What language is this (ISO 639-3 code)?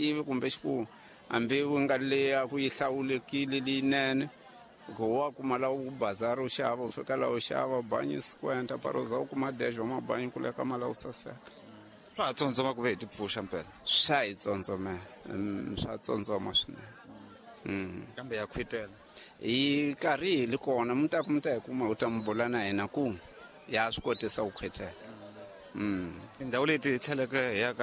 tso